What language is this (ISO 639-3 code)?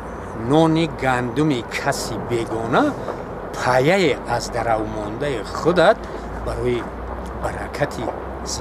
tgk